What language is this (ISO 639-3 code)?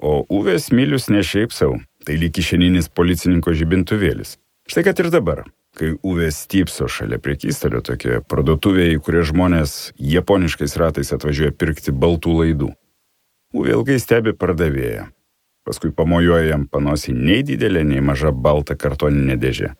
lit